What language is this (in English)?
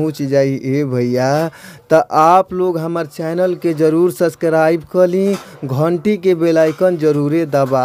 Bhojpuri